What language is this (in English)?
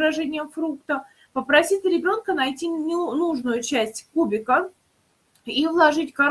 Russian